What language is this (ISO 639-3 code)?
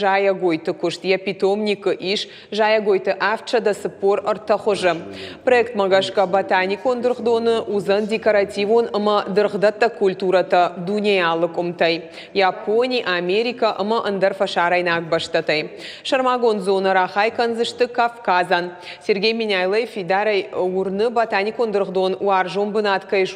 oss